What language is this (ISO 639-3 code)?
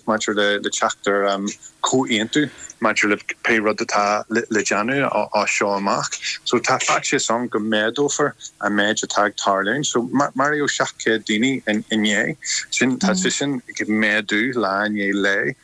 gle